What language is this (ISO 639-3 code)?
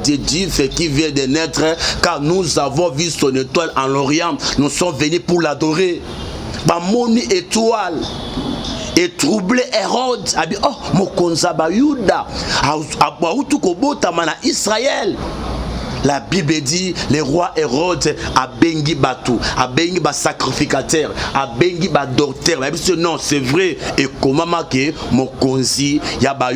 lin